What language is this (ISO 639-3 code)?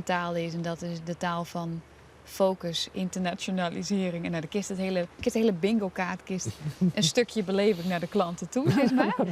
fry